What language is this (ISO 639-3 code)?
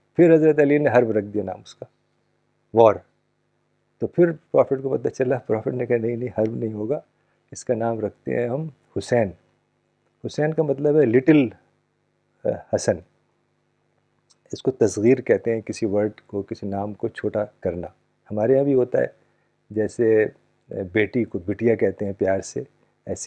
urd